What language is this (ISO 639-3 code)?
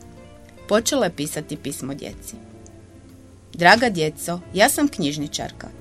hrv